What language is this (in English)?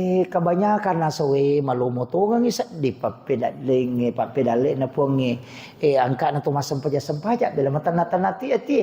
Buginese